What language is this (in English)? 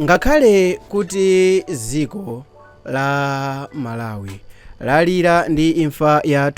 Nyanja